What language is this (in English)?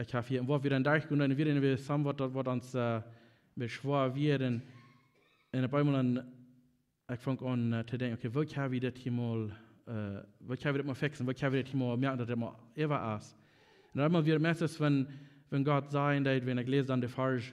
Plautdietsch